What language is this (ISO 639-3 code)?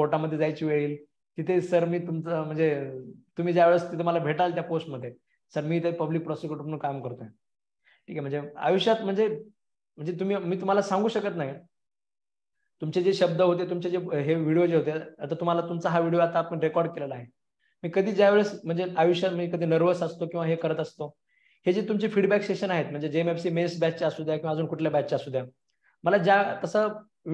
mar